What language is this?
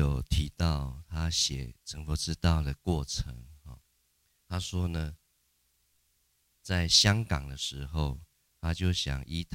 Chinese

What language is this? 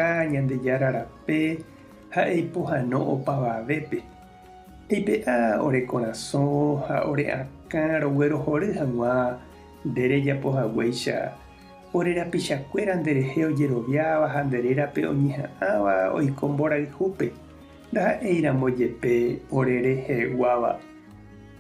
Guarani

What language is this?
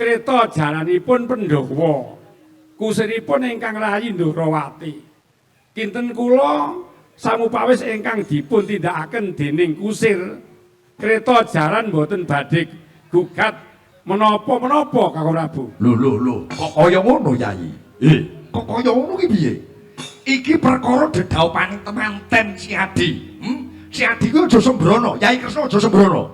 Javanese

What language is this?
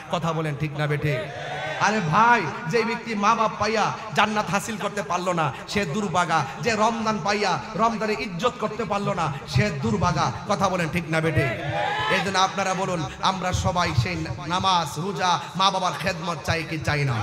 Bangla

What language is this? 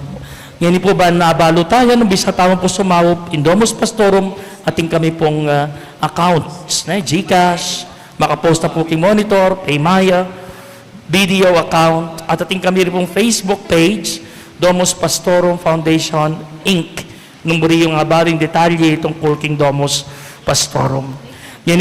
Pampanga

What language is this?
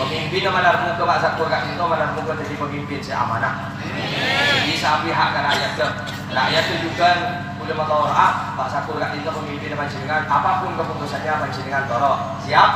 Madurese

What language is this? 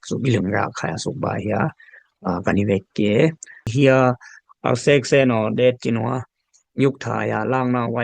Dimasa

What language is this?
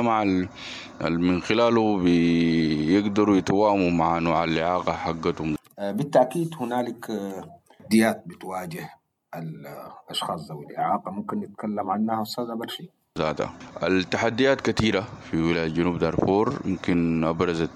Sudanese Arabic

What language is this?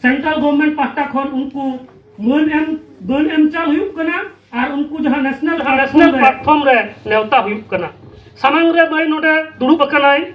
Santali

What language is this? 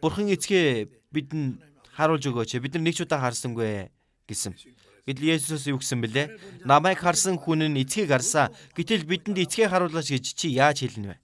Mongolian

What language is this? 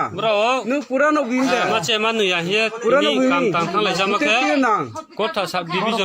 Riang (India)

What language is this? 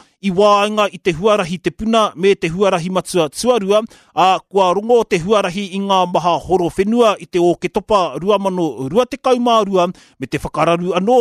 Māori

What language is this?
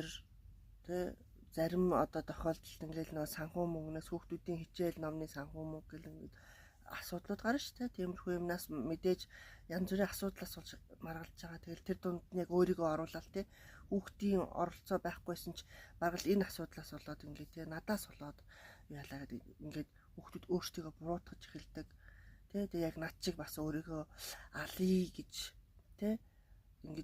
Mongolian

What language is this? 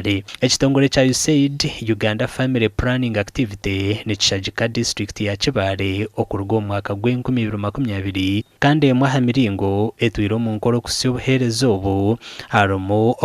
Nyankole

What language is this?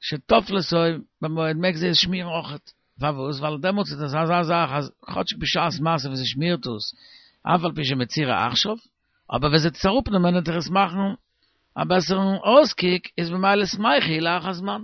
Yiddish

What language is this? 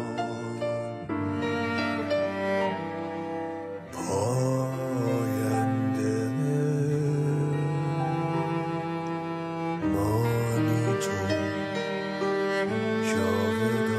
Persian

